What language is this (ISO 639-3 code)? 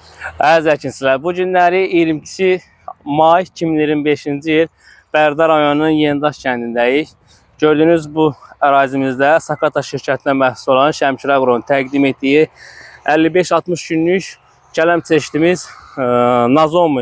aze